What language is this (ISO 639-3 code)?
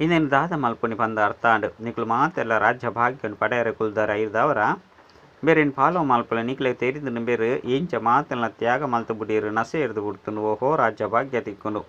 tcy